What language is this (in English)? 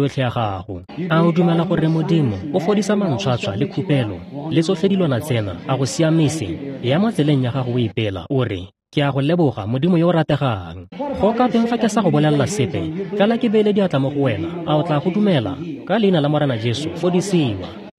Tswana